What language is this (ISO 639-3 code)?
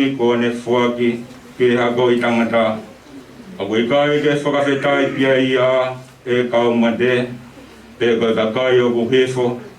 ton